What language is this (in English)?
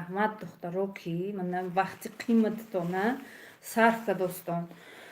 Tajik